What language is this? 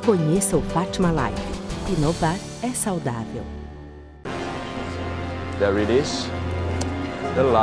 Portuguese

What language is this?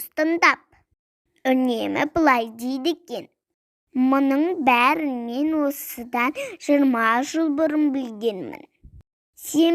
Kazakh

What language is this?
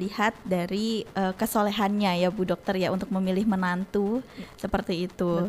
Indonesian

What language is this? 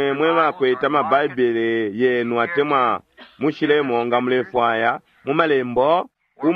Bemba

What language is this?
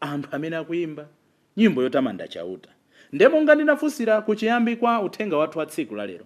Nyanja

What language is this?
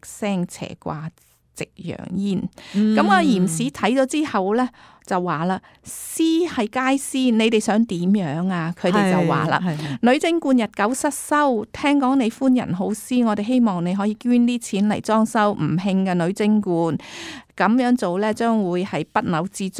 Cantonese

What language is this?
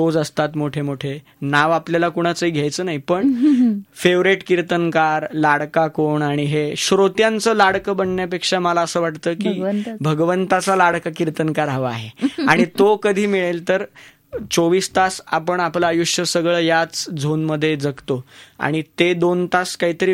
Marathi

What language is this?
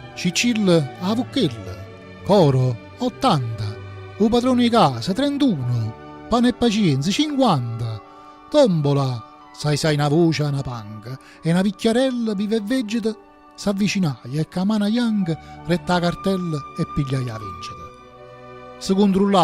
Neapolitan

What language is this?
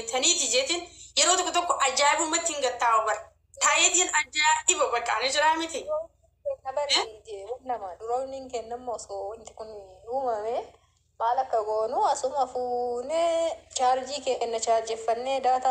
Oromo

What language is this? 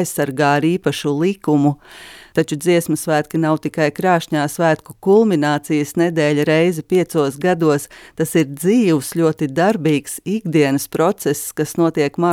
Latvian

